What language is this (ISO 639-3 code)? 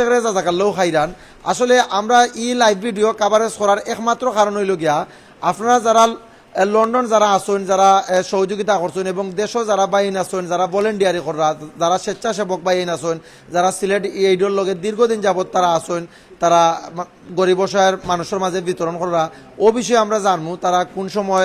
syl